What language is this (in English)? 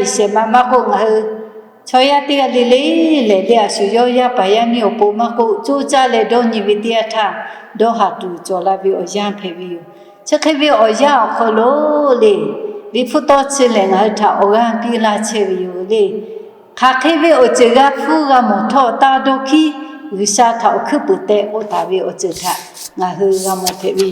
Lahu